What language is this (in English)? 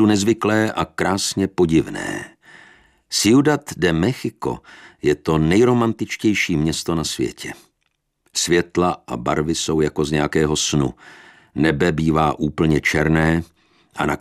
Czech